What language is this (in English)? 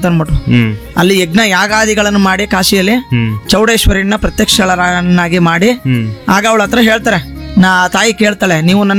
Kannada